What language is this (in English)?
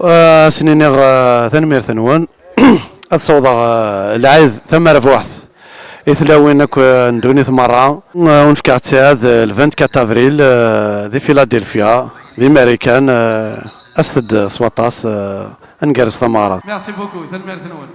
Kabyle